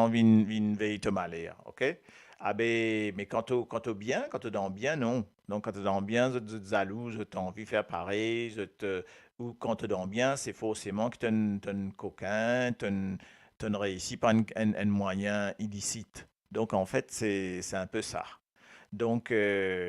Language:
Morisyen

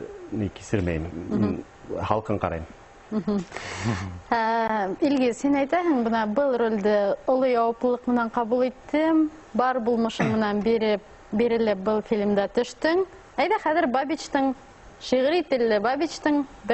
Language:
Bashkir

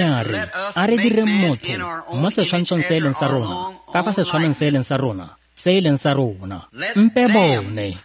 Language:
Tswana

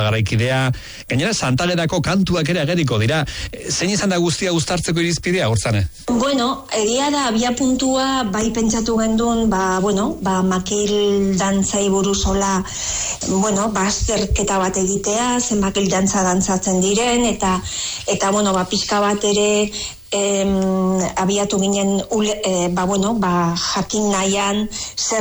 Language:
Basque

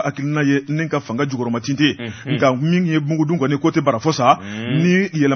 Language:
Bambara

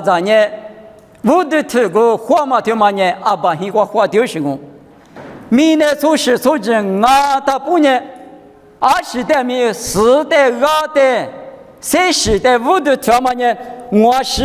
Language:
Lisu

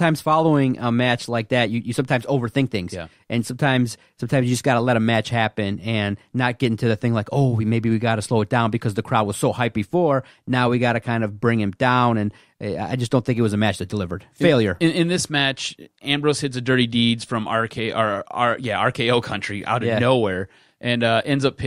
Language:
English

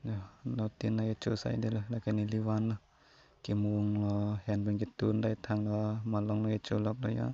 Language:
Karbi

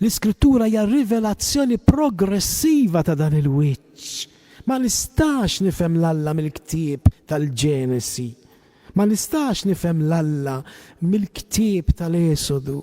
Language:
Maltese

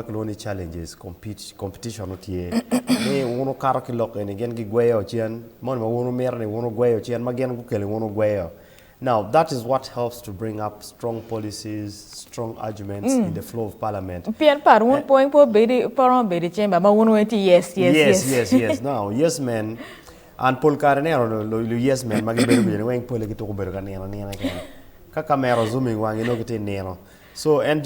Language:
Acoli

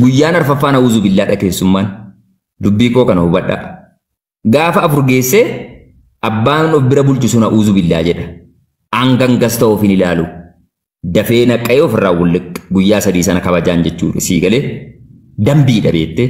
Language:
Oromo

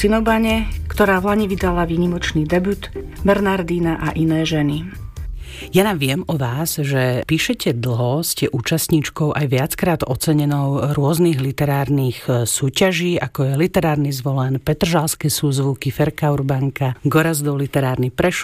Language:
Slovak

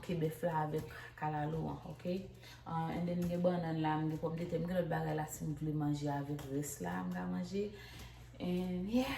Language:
Haitian Creole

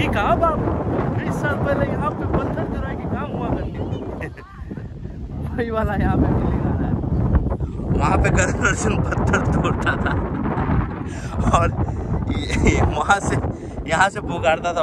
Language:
Hindi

